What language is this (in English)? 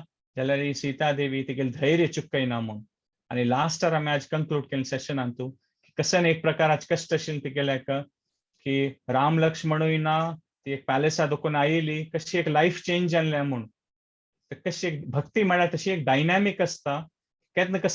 Konkani